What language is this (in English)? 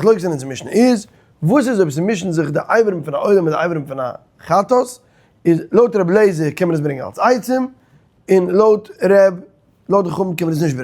Yiddish